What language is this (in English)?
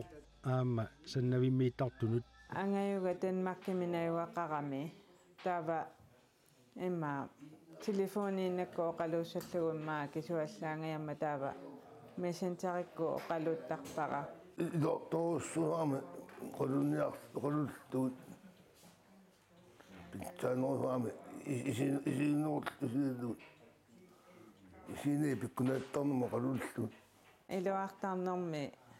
Kalaallisut